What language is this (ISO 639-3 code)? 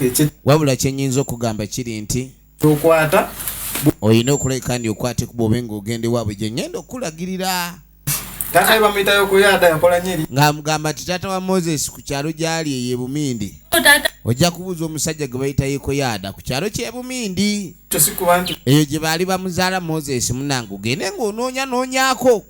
lug